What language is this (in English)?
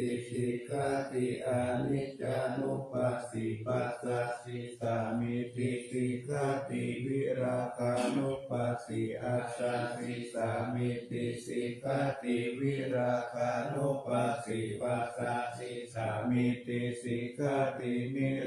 Pali